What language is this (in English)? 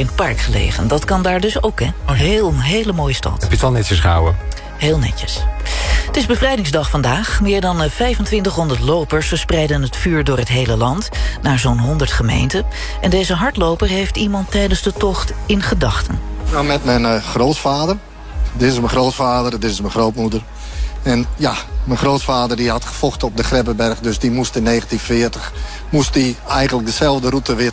Dutch